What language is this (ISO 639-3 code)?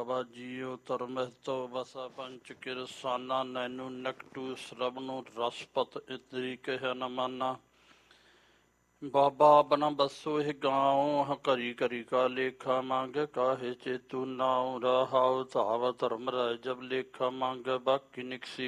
pan